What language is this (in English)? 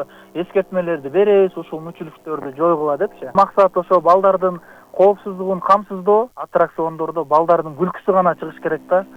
Kyrgyz